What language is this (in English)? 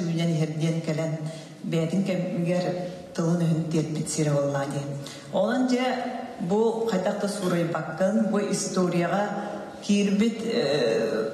Yakut